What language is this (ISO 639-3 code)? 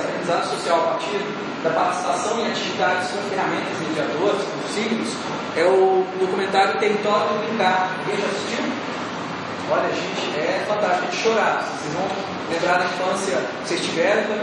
por